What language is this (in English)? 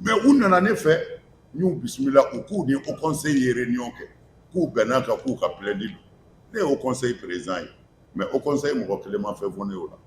Bambara